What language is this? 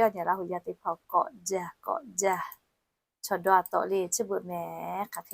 Lahu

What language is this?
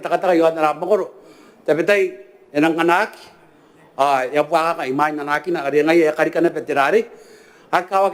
Gilbertese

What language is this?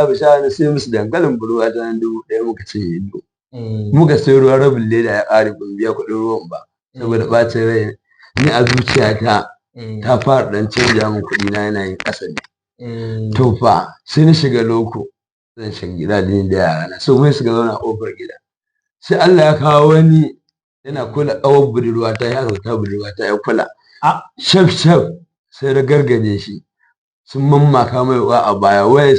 Hausa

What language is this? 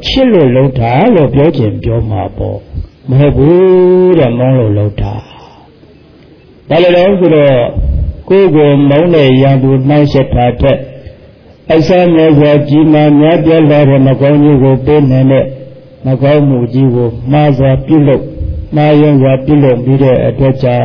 Burmese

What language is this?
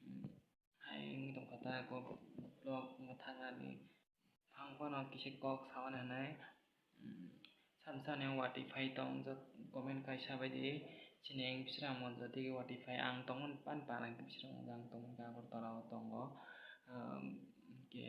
Kok Borok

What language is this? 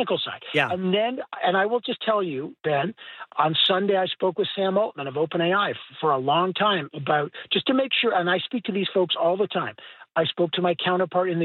English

